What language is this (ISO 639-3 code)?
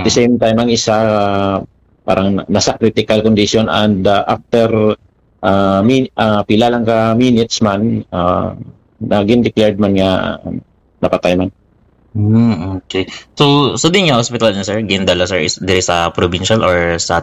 hil